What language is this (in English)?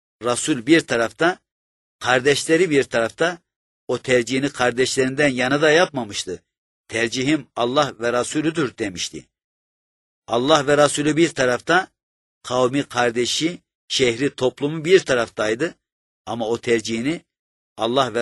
Turkish